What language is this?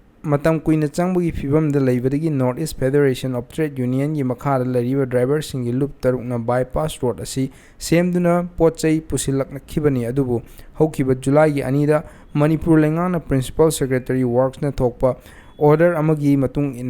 Manipuri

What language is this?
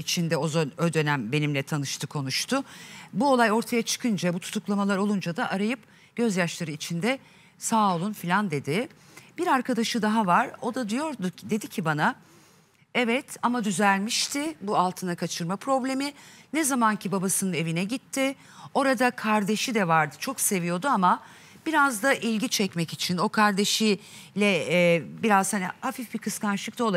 Turkish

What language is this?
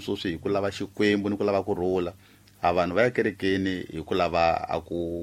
Tsonga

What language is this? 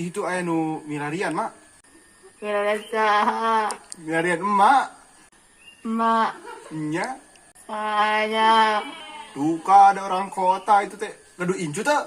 Sundanese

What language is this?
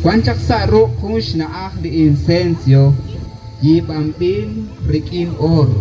Kekchí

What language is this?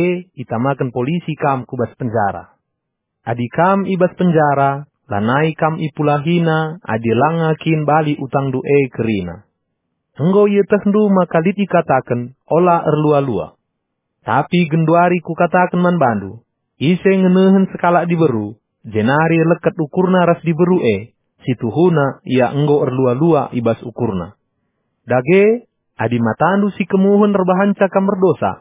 Batak Karo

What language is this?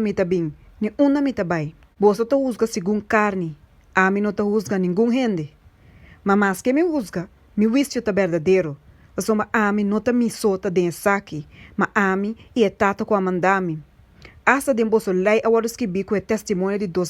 Papiamento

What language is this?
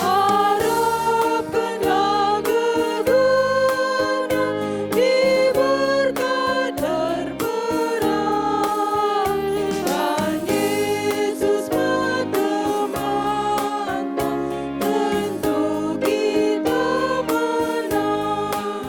Batak Karo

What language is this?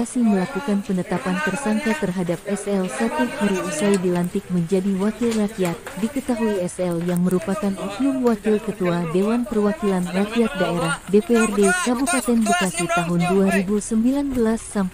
Indonesian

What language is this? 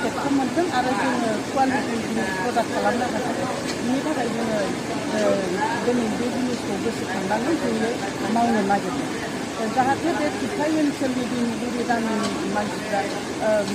Bodo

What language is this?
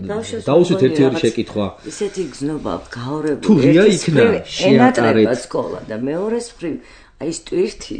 Georgian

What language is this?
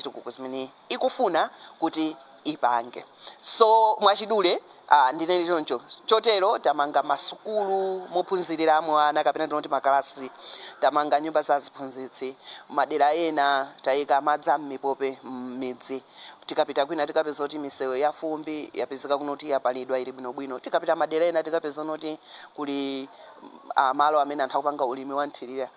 Nyanja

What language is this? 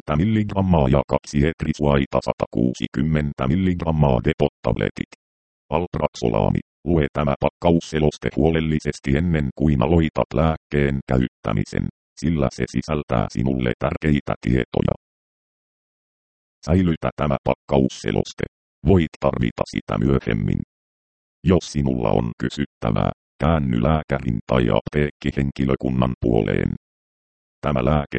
Finnish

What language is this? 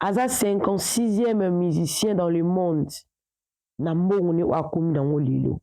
Lingala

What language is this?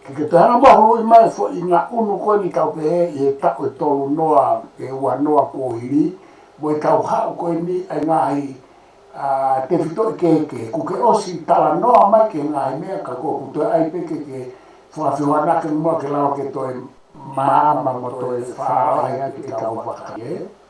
Tongan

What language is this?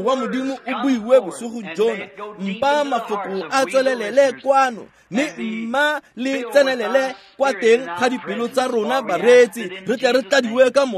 Tswana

